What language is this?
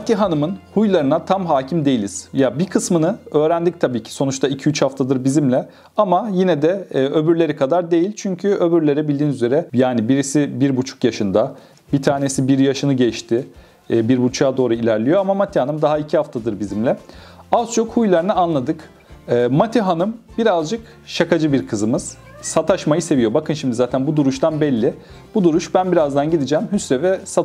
Turkish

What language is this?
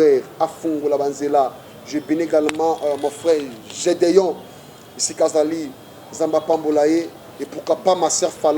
Lingala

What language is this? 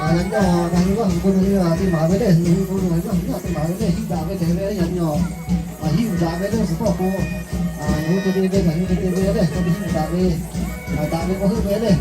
Lahu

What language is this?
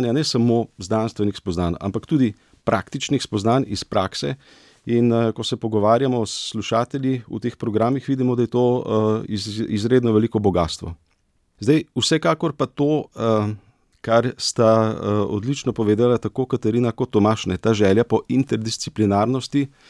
Slovenian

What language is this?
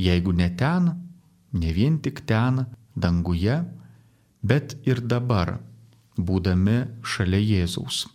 Lithuanian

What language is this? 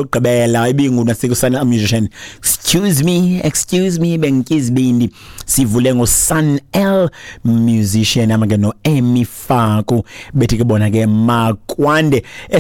Xhosa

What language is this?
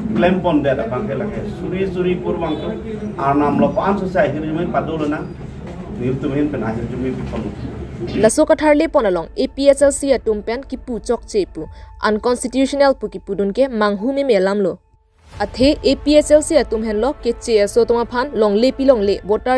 Karbi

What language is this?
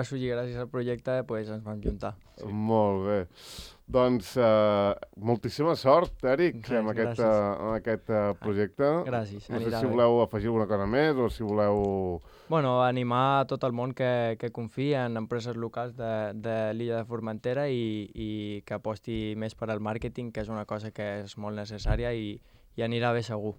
Catalan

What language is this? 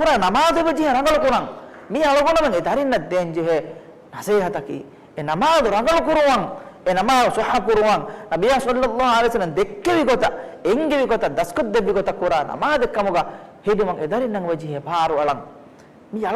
Divehi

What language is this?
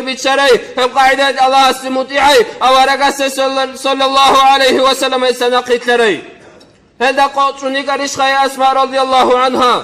Avaric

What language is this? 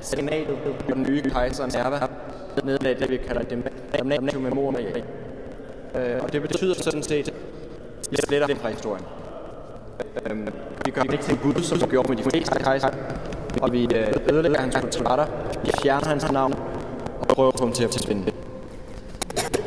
Danish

